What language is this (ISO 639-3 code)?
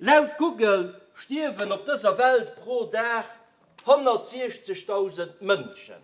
ltz